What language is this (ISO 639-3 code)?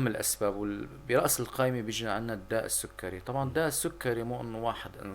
apc